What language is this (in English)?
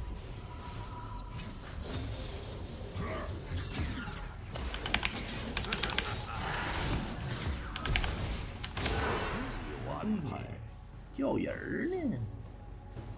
Chinese